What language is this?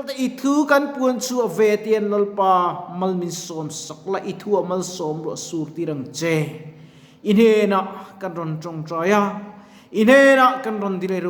Mizo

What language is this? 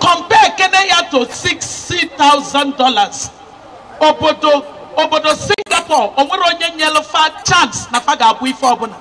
Igbo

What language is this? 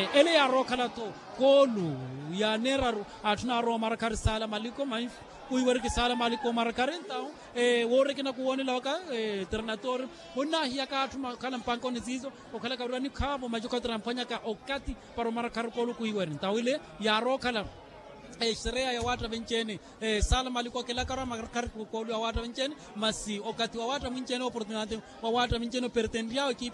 Makhuwa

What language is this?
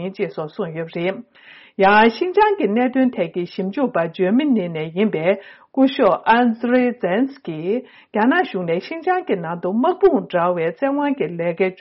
Tibetan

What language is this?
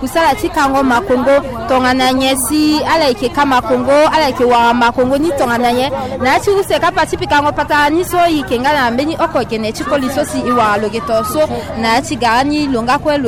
Sango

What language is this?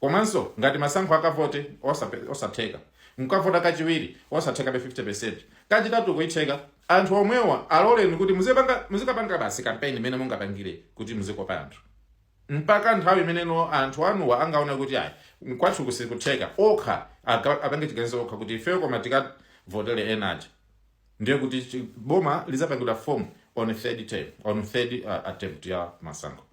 Nyanja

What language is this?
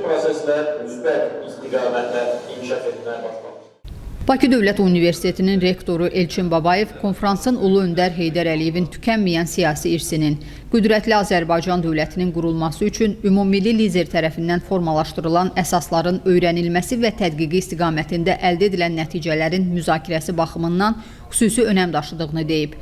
Azerbaijani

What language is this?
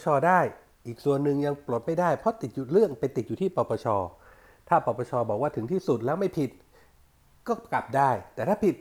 Thai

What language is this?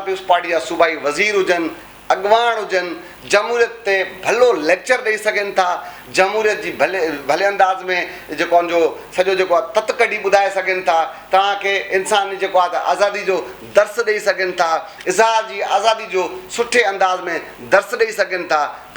Sindhi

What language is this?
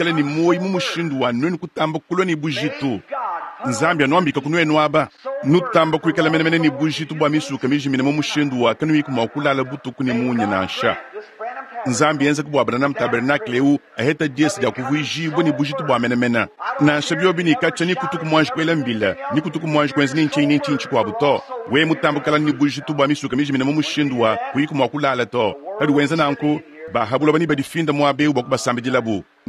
Luba-Lulua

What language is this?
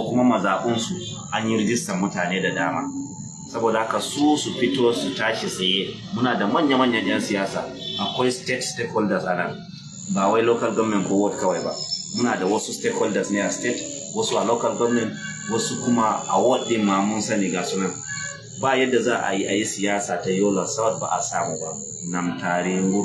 Hausa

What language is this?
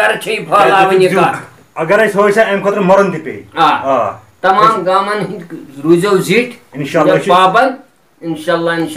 Kashmiri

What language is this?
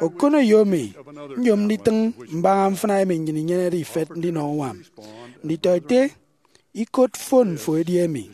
Efik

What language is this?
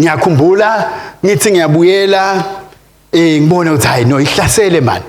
Swati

